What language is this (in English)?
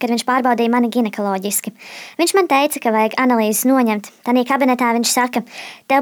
Latvian